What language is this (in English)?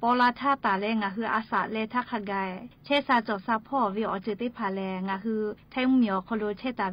Lahu